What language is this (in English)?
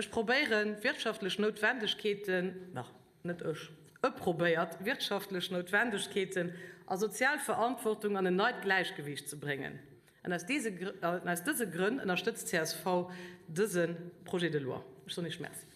Luxembourgish